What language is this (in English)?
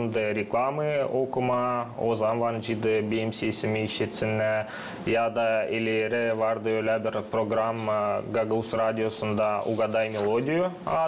Gagauz